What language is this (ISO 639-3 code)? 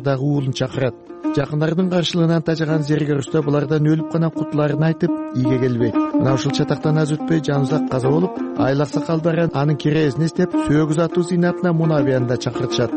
kir